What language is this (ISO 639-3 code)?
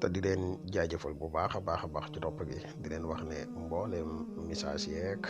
wol